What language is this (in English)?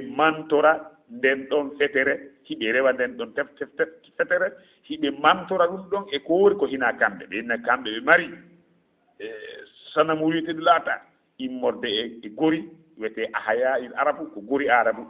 Fula